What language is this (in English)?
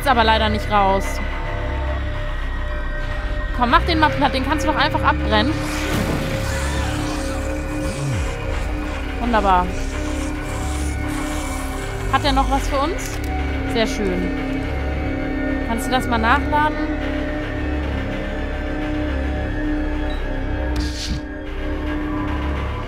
German